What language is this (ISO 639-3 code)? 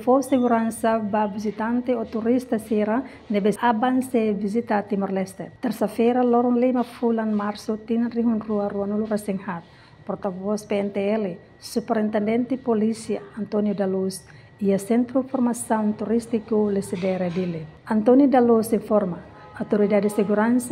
tet